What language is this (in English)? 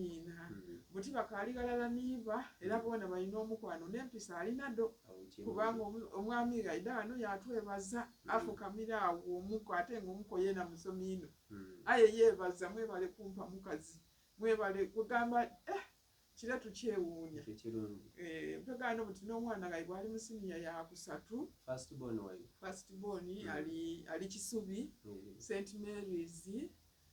Soga